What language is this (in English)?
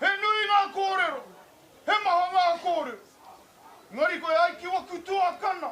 Māori